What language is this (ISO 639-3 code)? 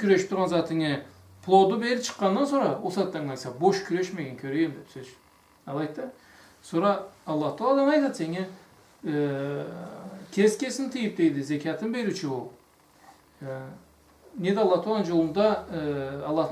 krc